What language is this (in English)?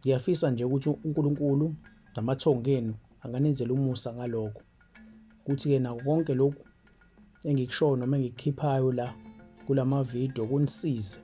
Zulu